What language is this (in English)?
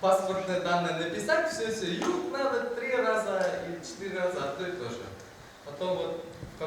Bashkir